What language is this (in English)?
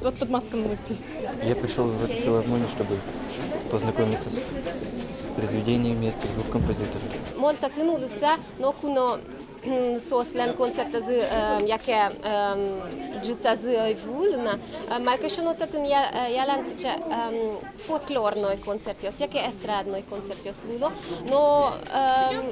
Udmurt